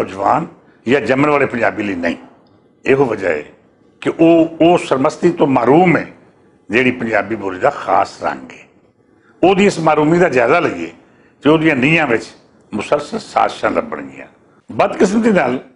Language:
Western Panjabi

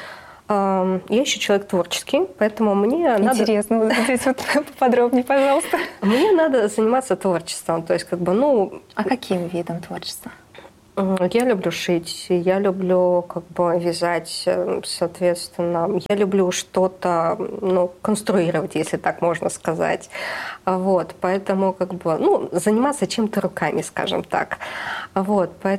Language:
Russian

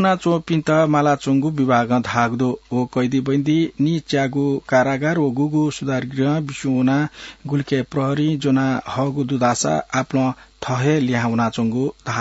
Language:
Newari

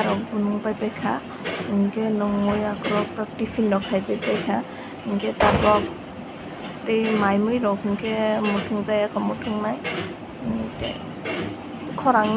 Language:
Kok Borok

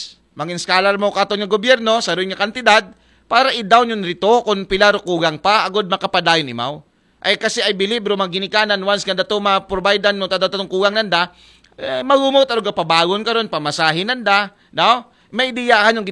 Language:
Aklanon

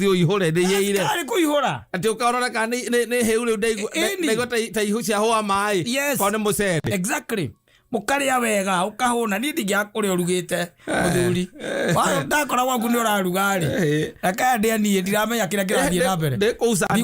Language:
Kikuyu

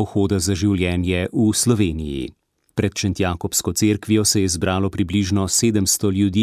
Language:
Slovenian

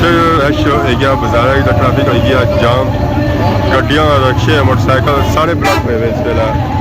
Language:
Pahari-Potwari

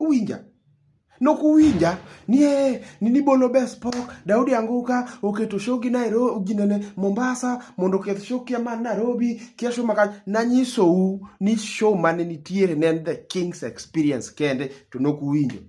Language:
Luo (Kenya and Tanzania)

